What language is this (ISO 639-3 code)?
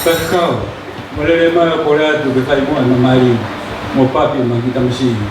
ton